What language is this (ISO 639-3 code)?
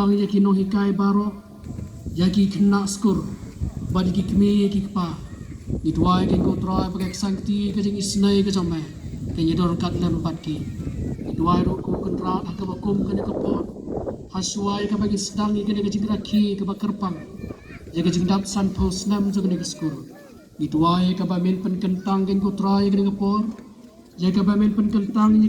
kha